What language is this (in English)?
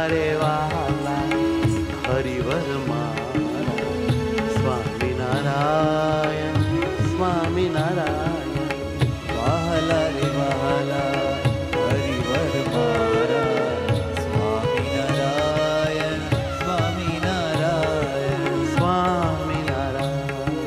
Gujarati